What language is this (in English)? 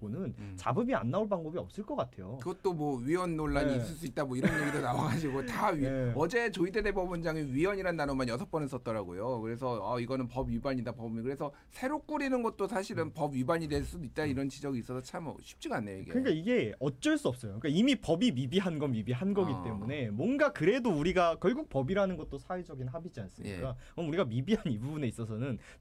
Korean